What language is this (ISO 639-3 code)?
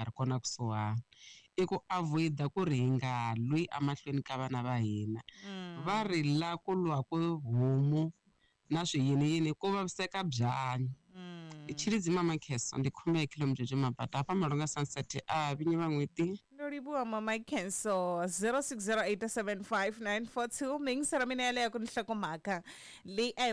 tso